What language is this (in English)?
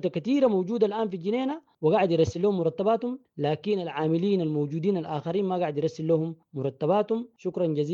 Sudanese Arabic